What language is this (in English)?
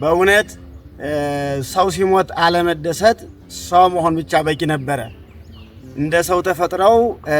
Amharic